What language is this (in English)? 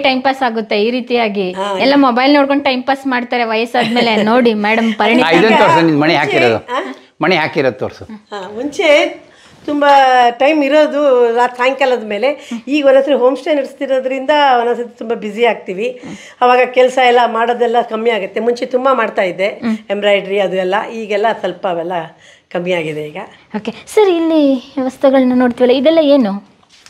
Kannada